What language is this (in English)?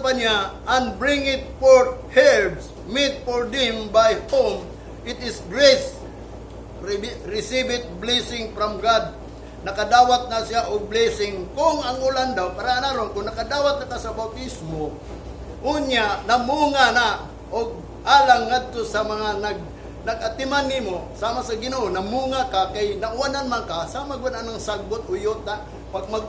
Cebuano